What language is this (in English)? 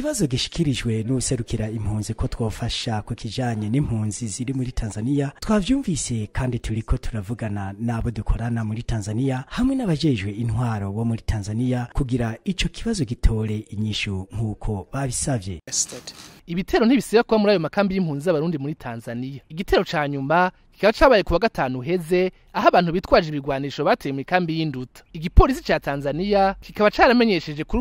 Rundi